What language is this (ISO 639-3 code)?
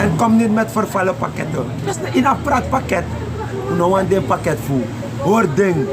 srn